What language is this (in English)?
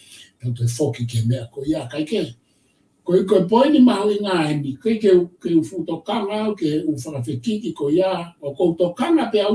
Tongan